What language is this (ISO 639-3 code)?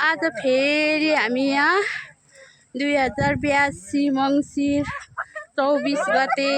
nep